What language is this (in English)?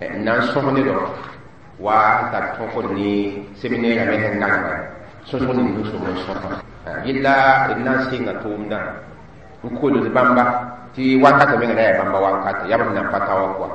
Mossi